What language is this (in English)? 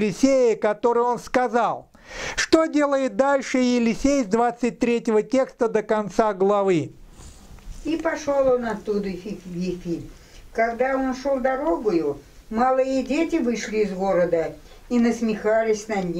Russian